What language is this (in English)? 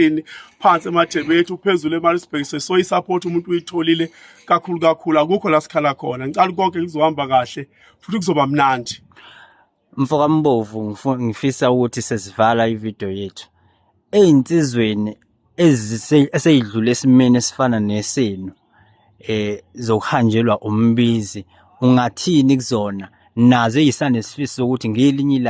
Zulu